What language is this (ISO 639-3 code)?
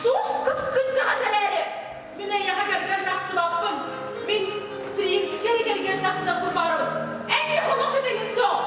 sah